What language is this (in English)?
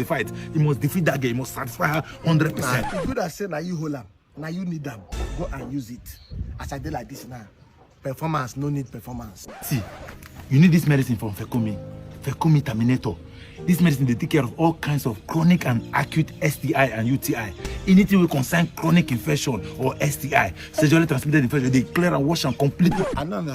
Nigerian Pidgin